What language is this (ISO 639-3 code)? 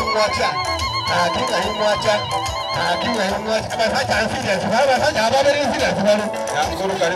guz